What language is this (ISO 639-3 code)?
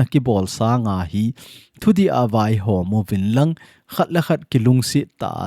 tcz